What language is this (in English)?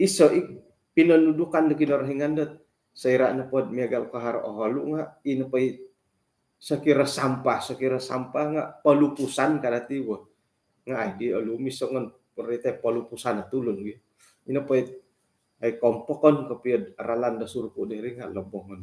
Central Dusun